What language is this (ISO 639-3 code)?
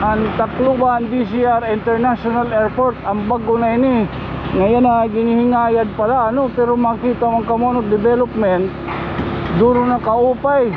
war